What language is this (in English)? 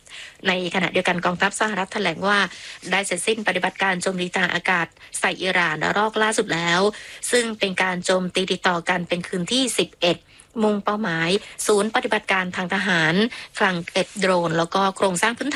Thai